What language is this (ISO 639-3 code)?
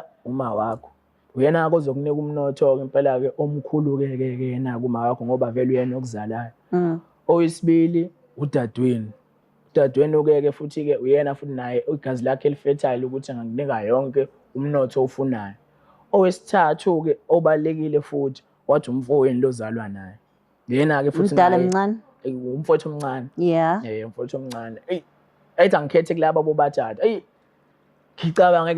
zul